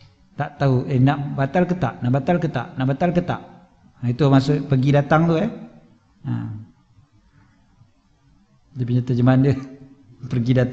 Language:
Malay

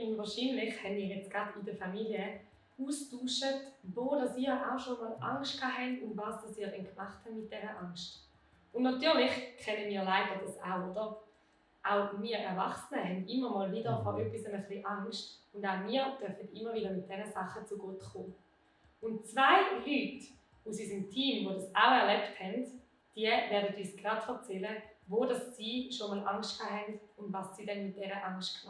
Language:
Swiss German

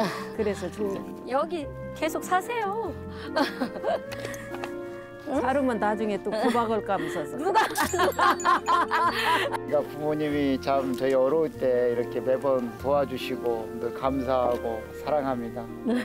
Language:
Korean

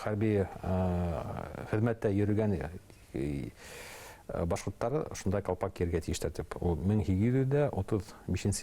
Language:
Bashkir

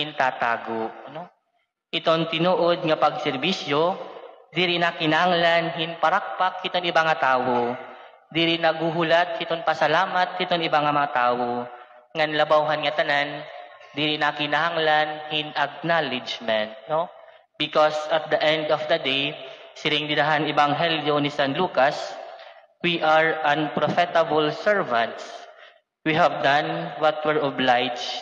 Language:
Waray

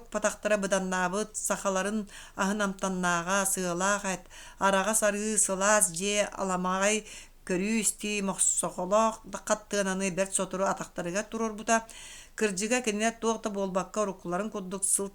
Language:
Yakut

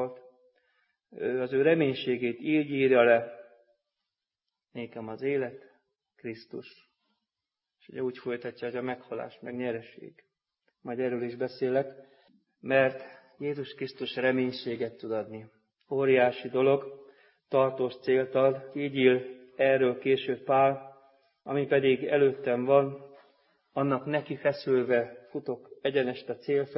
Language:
Hungarian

